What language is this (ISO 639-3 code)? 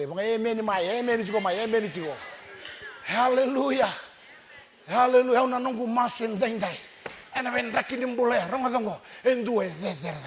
fij